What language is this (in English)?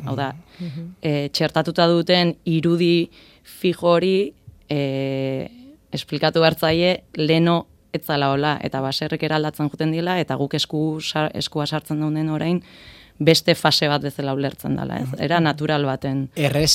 Basque